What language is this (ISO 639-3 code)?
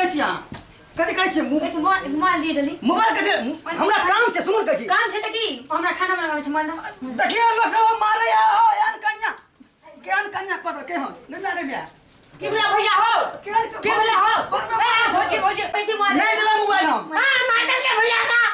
mai